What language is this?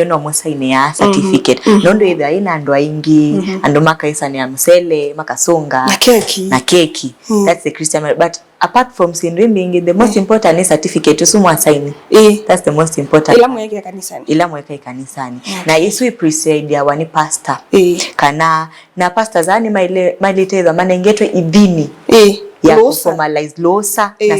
Kamba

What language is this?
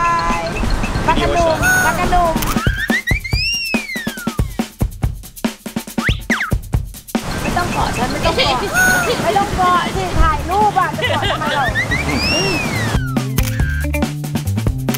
Thai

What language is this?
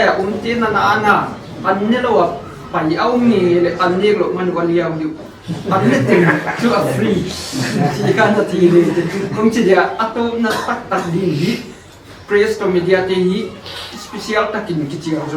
Paite Chin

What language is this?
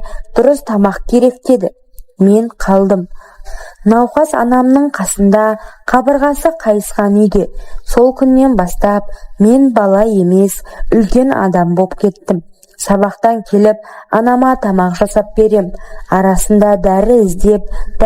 Kazakh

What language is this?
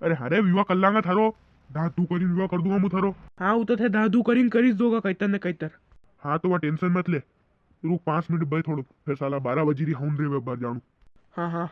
Rajasthani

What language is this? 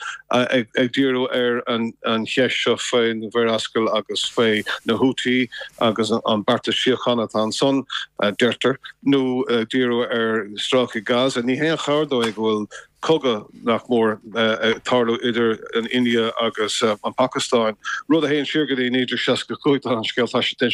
Irish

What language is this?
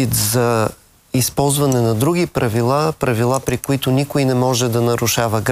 Bulgarian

